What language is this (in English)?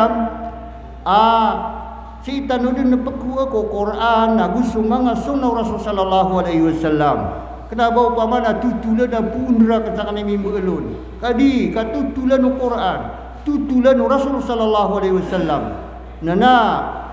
Maranao